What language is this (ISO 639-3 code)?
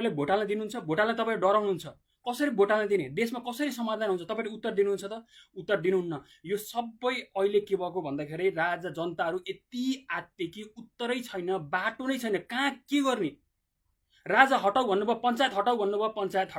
nep